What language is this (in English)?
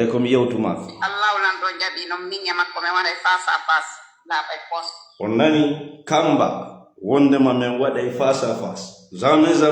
Fula